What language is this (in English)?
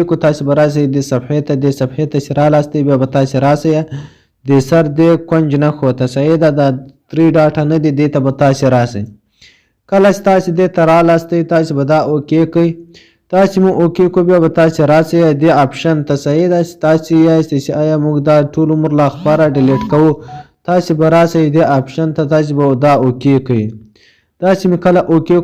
Pashto